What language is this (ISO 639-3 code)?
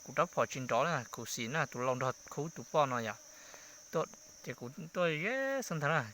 hmn